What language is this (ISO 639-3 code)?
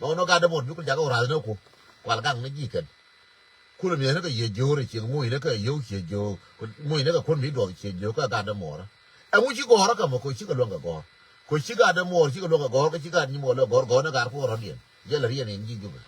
nus